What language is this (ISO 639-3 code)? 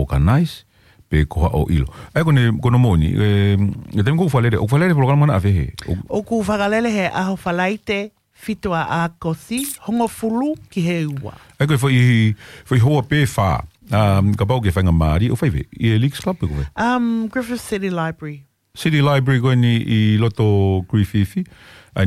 ton